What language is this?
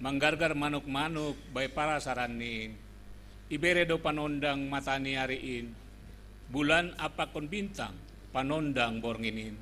Batak Simalungun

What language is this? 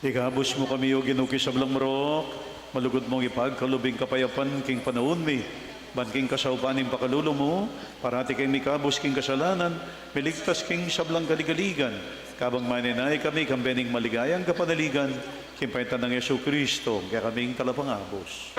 Pampanga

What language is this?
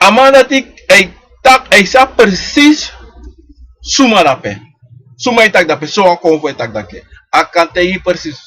Sranan Tongo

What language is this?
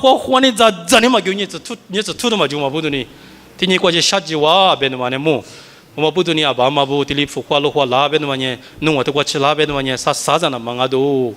Lisu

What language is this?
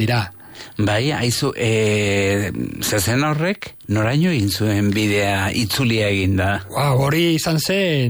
Basque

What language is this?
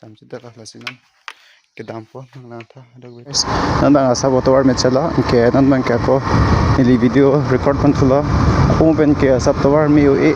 Karbi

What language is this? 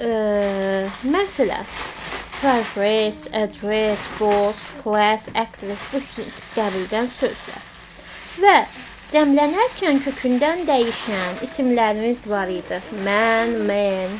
Azerbaijani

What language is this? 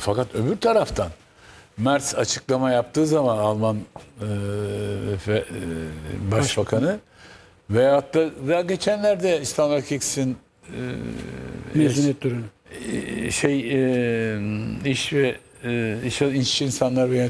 Turkish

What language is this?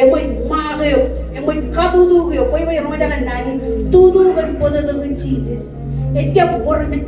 Marshallese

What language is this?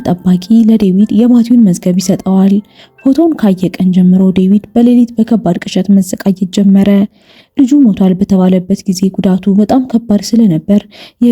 Amharic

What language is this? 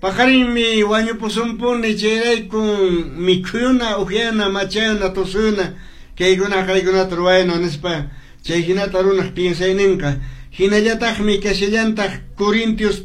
Quechua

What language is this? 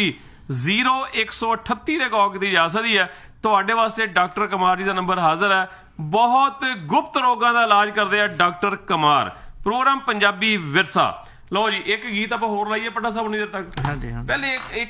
Punjabi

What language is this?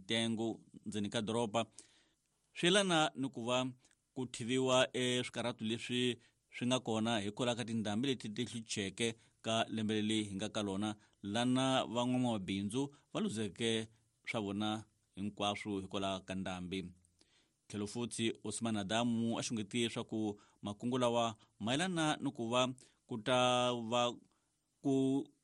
Tsonga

